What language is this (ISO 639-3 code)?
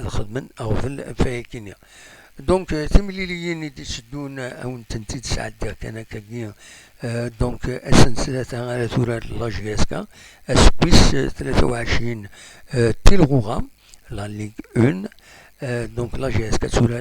kab